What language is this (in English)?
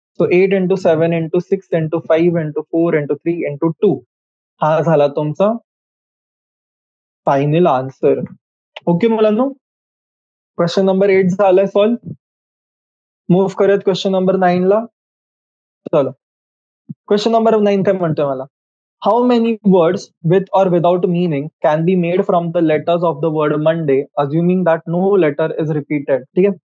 Marathi